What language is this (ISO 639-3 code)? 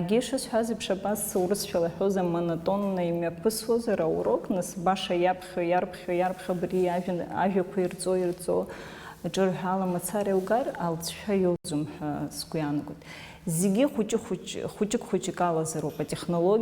abk